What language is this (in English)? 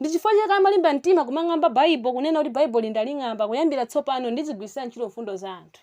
Nyanja